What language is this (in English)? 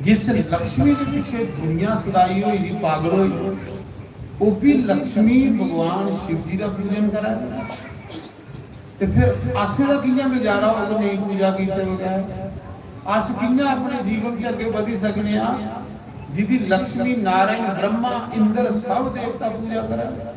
Dogri